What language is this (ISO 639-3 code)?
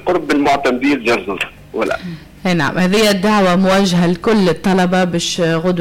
aeb